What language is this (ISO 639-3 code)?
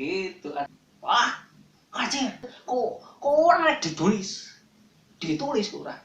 sun